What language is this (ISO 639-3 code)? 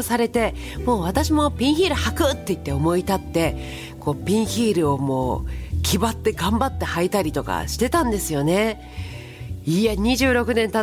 jpn